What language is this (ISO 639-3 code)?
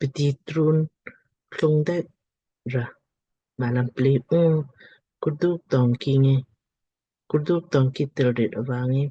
lmk